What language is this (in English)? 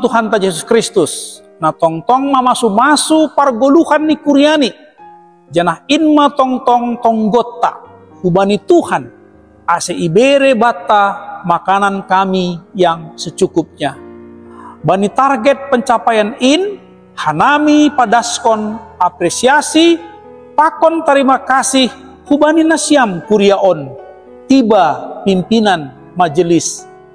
Batak Simalungun